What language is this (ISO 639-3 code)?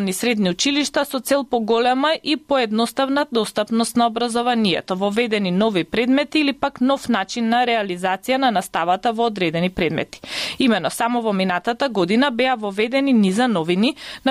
mkd